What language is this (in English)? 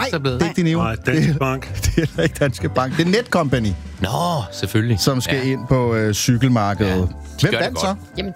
Danish